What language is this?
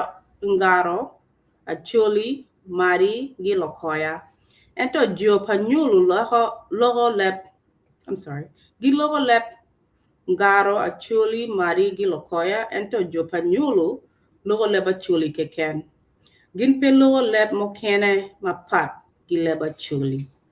Acoli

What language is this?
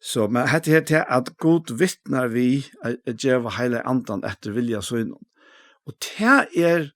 Faroese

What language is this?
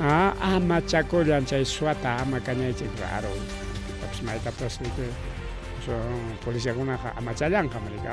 Ayacucho Quechua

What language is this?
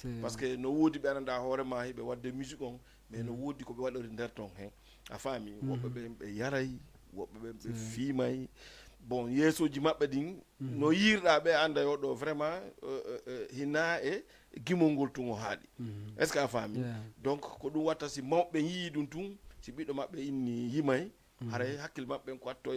Fula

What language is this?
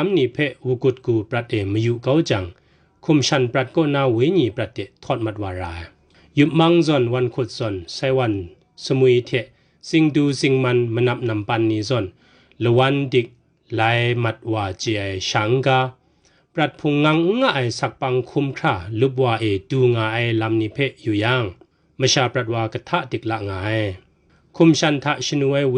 Kachin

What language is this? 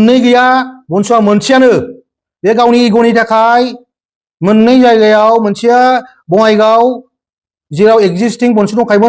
Bodo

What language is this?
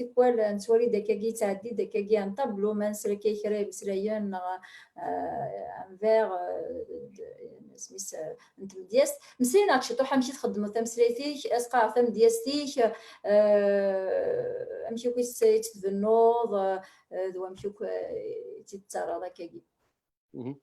Kabyle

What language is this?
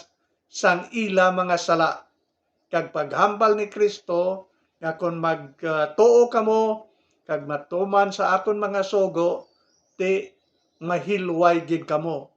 Hiligaynon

